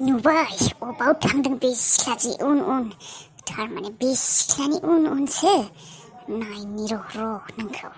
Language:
Bodo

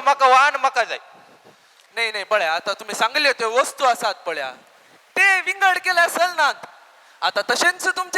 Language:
Konkani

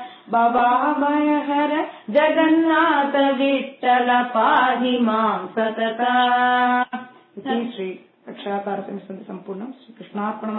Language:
Kannada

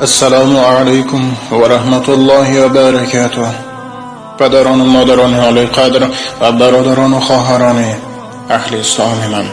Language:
Tajik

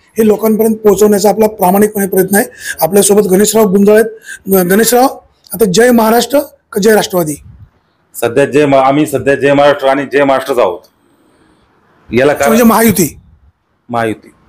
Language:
Marathi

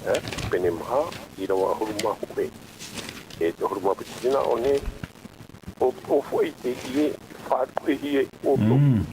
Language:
Tahitian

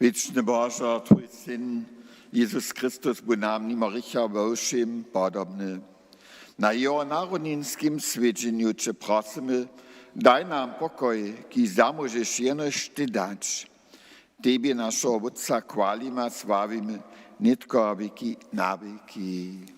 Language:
Upper Sorbian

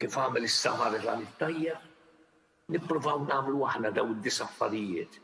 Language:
Maltese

